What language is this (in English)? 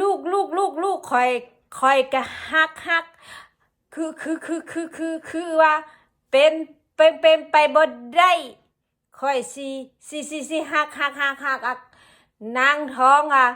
Lao